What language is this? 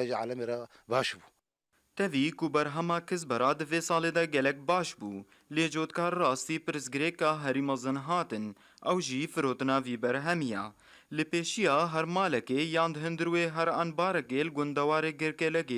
Kurdish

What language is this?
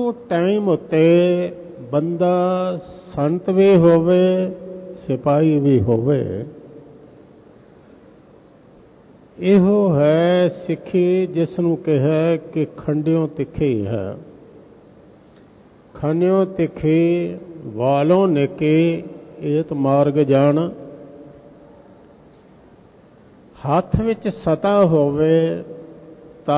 Punjabi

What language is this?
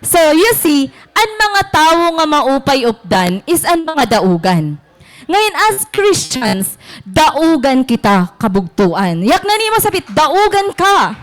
Waray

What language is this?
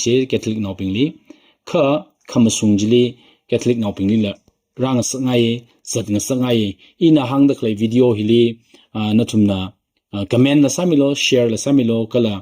Tangkhul Naga (India)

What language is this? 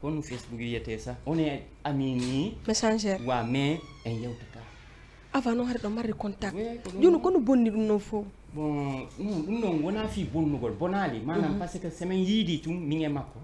Fula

